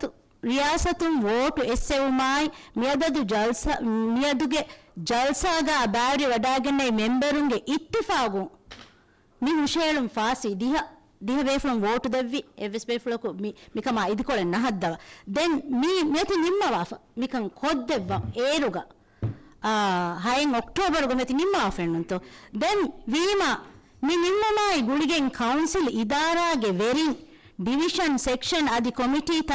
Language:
Divehi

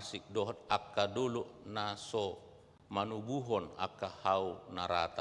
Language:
Batak Toba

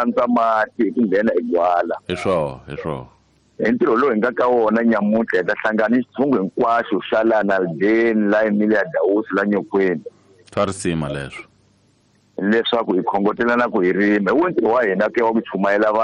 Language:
Tsonga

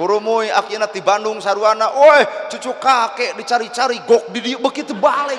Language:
Sundanese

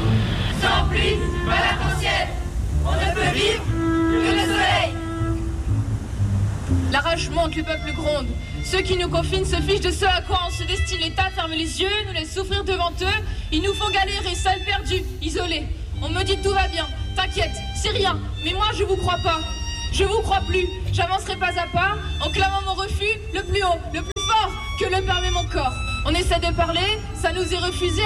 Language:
French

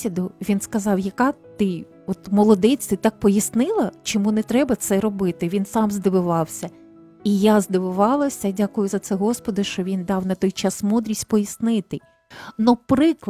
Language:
Ukrainian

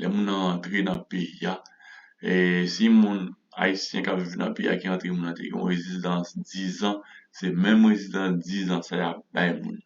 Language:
Haitian Creole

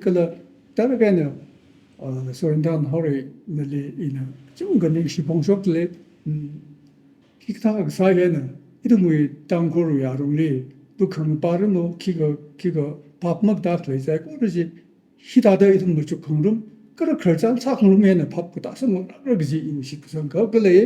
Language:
Tangkhul Naga (India)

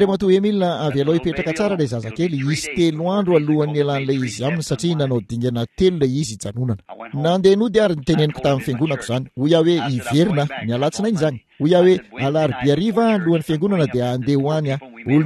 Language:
Malagasy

